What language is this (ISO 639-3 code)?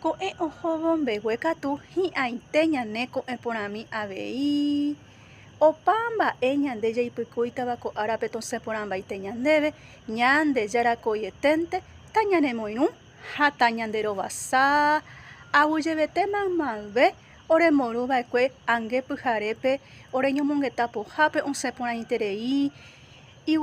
grn